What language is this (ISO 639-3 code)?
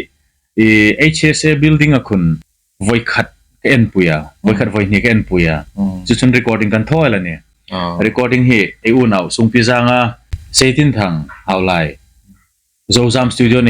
hmr